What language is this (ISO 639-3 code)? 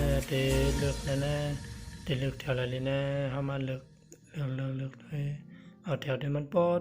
shn